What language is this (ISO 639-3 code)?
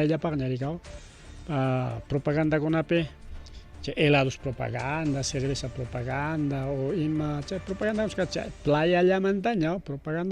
quy